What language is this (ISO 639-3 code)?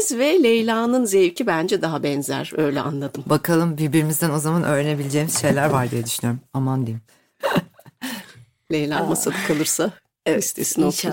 tur